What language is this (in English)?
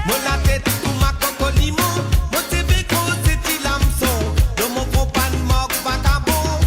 Morisyen